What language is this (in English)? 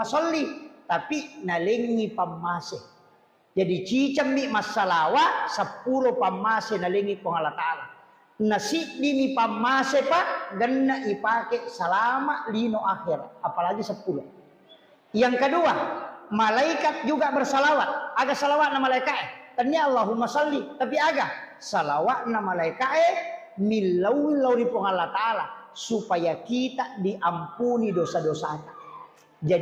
Buginese